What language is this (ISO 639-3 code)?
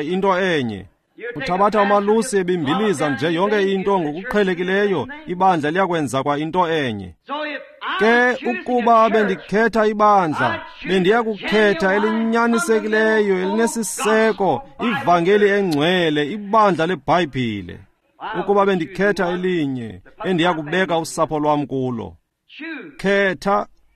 xho